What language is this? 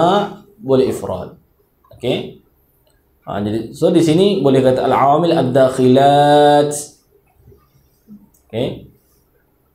Malay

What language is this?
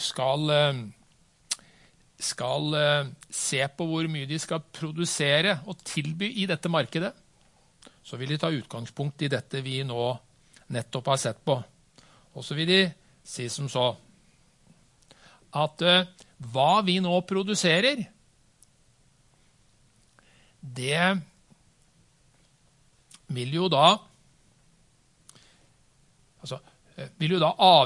Norwegian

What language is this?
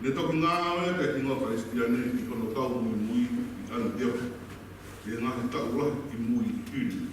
Tongan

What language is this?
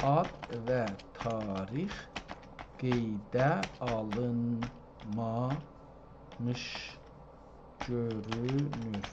South Azerbaijani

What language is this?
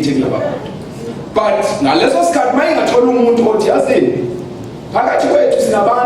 Zulu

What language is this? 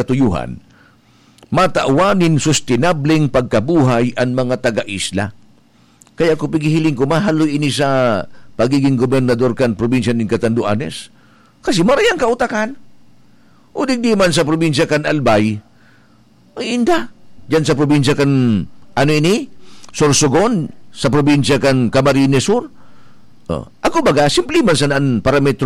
Bikol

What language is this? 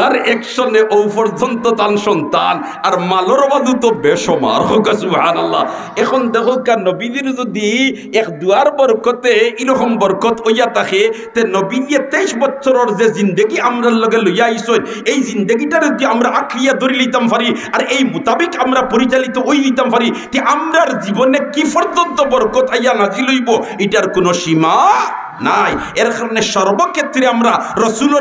Sylheti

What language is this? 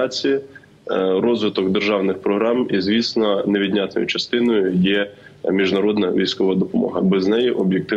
Ukrainian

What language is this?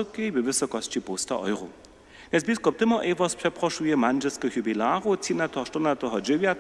Upper Sorbian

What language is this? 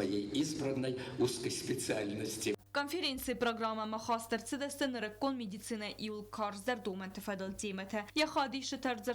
Ossetic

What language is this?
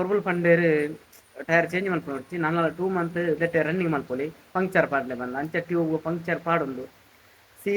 Tulu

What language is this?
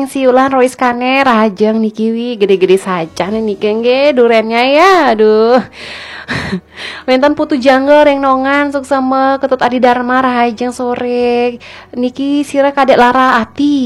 Balinese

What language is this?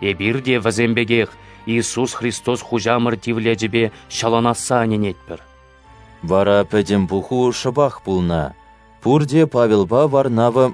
Chuvash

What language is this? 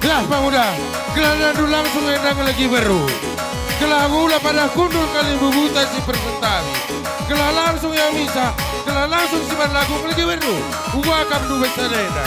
Batak Karo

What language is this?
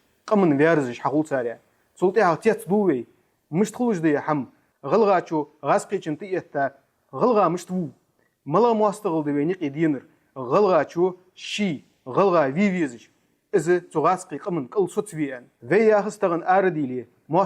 Ingush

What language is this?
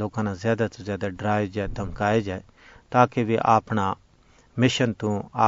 Gujari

